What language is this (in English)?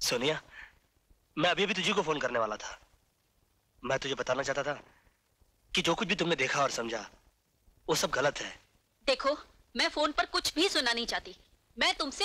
Hindi